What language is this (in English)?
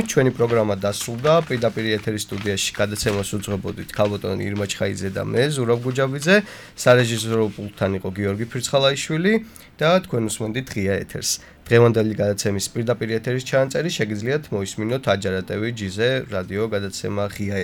Georgian